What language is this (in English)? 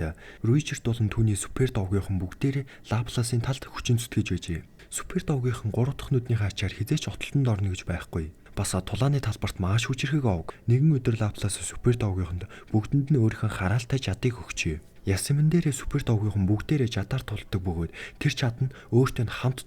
Mongolian